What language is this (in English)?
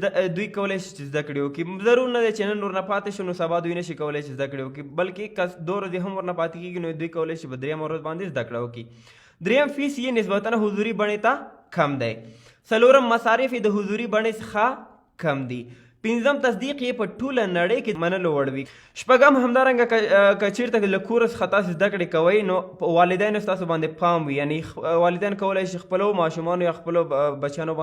Pashto